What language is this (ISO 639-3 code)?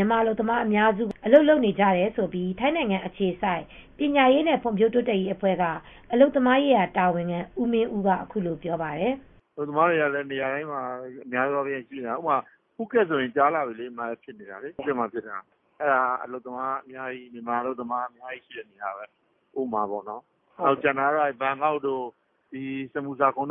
mya